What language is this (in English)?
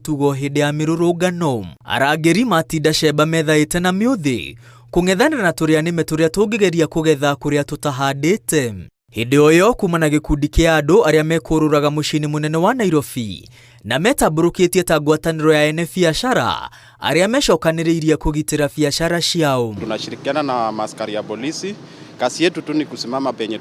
Kikuyu